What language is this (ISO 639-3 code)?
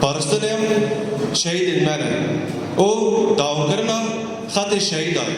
kur